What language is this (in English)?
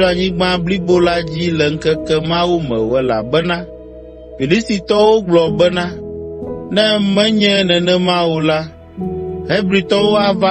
Ewe